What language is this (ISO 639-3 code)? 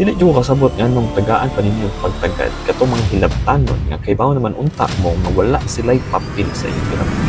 ceb